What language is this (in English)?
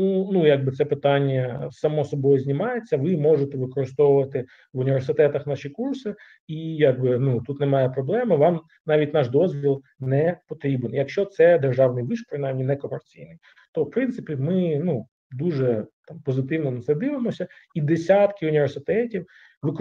Ukrainian